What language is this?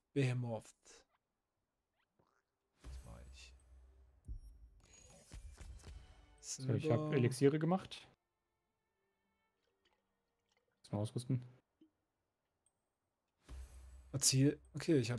German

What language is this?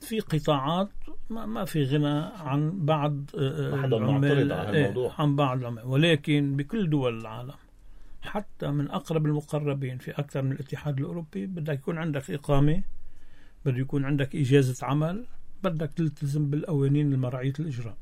North Levantine Arabic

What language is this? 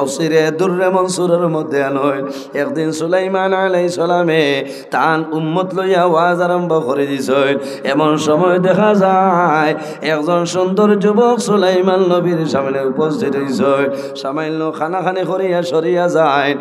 Sylheti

